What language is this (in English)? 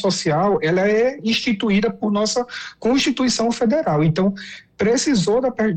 Portuguese